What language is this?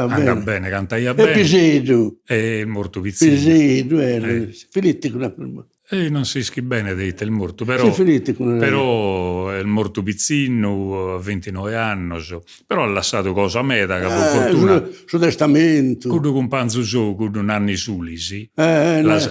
Sardinian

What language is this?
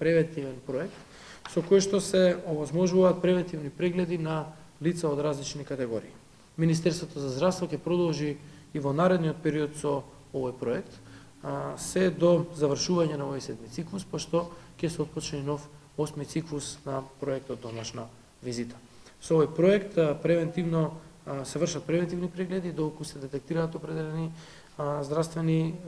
Macedonian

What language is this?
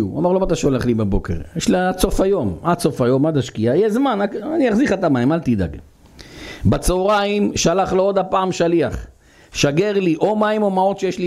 Hebrew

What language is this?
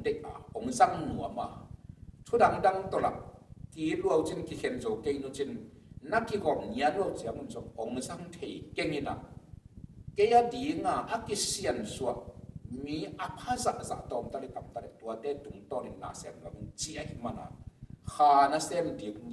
Tedim Chin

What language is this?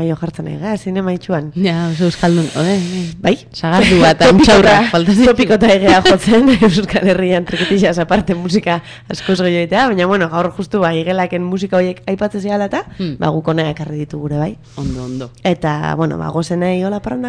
Basque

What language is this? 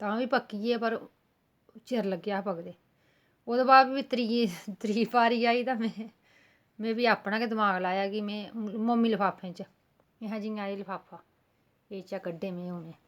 Dogri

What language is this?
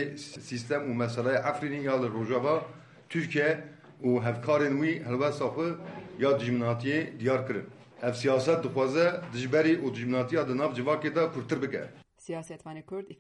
Kurdish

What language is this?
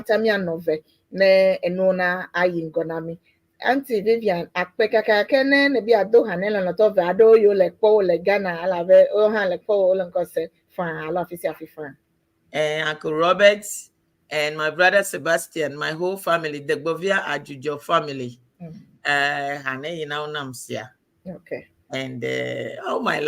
Ewe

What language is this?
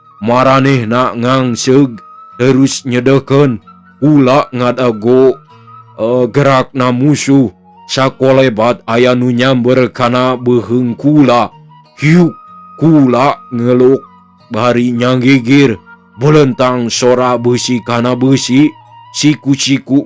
Sundanese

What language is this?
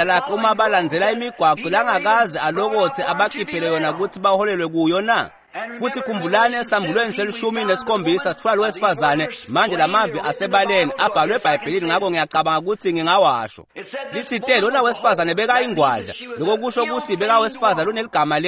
Swati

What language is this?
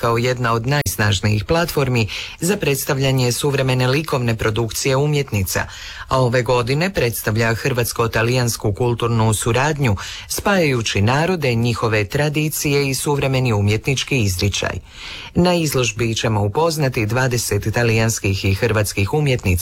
Croatian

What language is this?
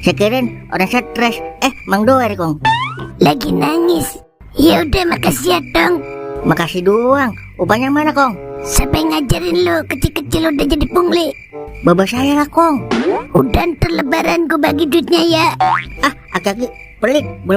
Betawi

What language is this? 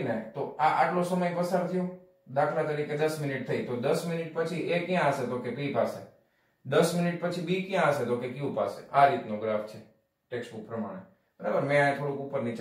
Gujarati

